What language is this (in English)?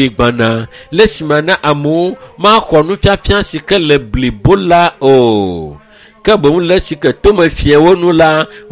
Ewe